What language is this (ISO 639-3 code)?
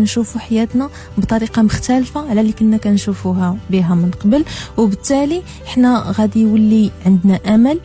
ary